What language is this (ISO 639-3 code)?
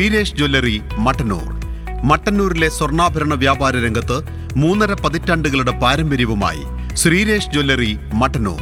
mal